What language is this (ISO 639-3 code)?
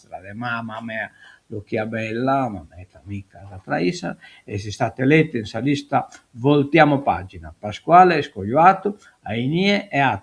srd